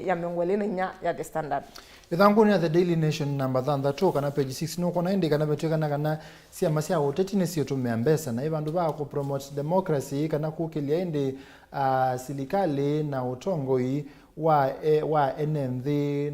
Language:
Kamba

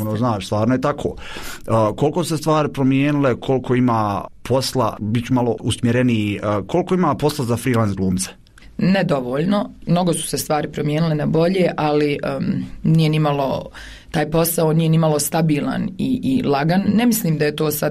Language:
Croatian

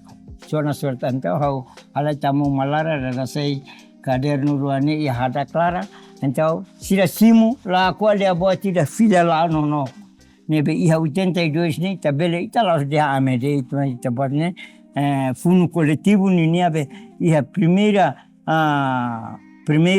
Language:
Tetum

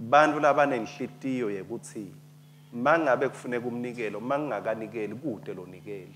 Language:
Swati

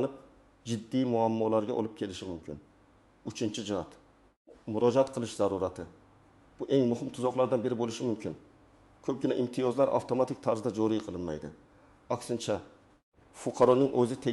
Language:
Uzbek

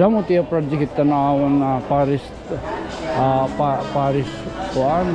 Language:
Waray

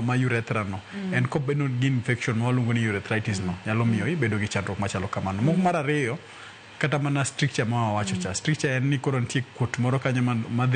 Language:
Luo (Kenya and Tanzania)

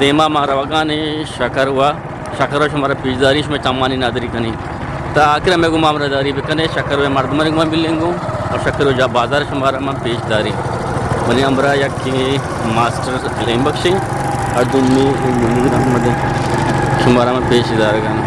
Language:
Eastern Balochi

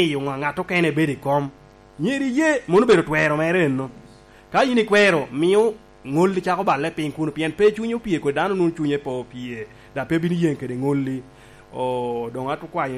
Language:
Lango (Uganda)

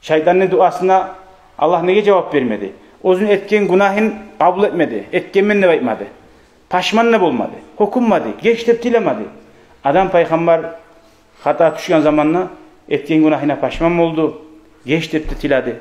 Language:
Kumyk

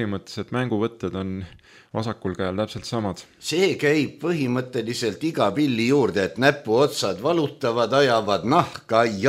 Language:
Estonian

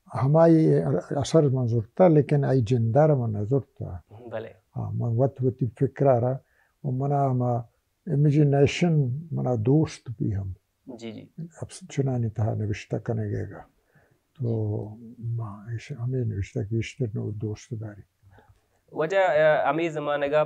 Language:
Baluchi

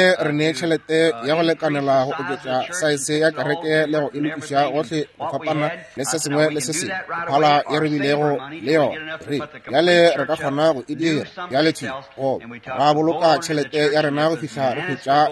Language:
Northern Sotho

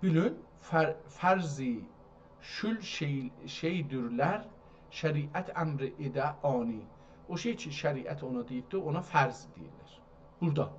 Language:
South Azerbaijani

